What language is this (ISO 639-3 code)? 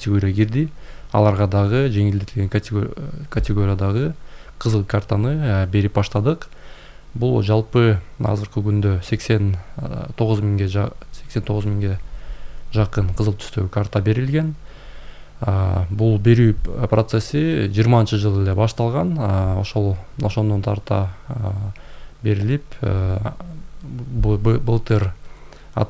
kir